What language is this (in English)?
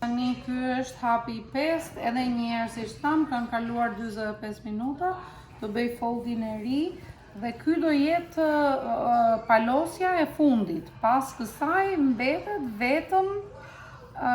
Albanian